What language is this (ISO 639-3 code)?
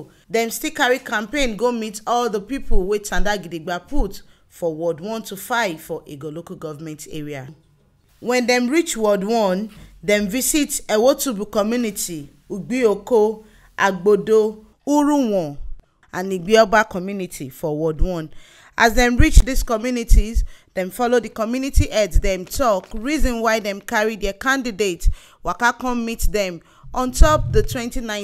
pcm